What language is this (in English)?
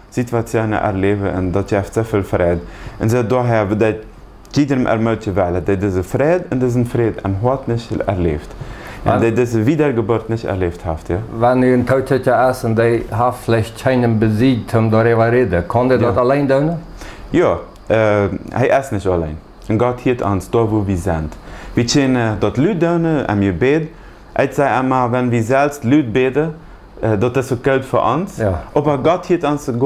Plautdietsch